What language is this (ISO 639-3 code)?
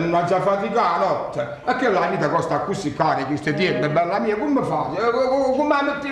nap